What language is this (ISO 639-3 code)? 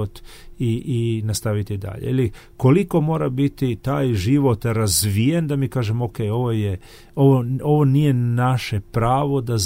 hrv